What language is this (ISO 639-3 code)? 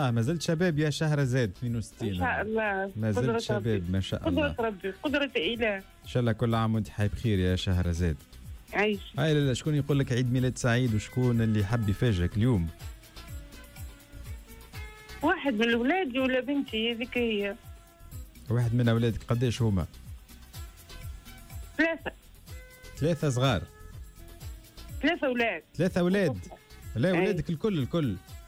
aeb